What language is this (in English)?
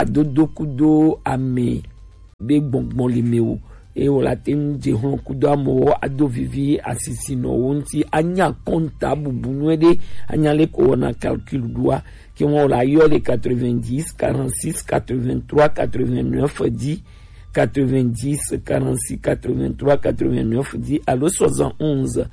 Gen